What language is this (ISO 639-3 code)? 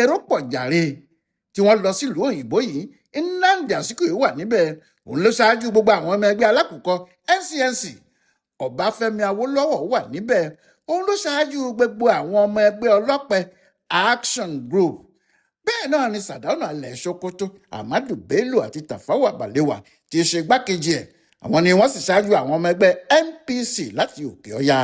yor